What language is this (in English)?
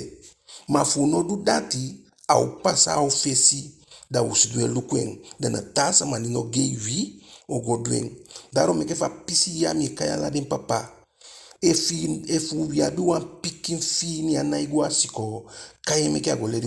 Eastern Maroon Creole